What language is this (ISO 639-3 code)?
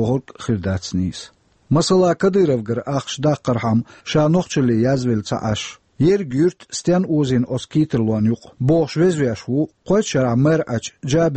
che